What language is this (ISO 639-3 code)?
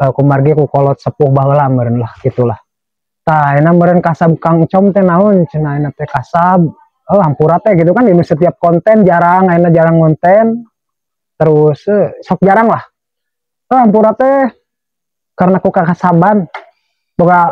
sun